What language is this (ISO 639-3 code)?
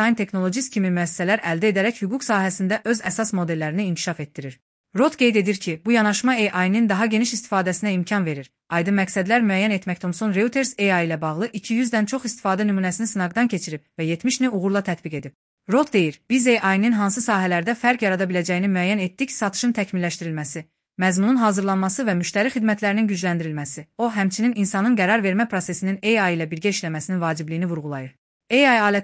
aze